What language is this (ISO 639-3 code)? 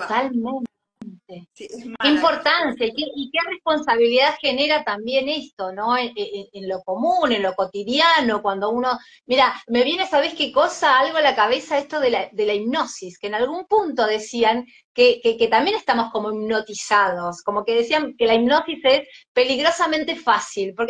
spa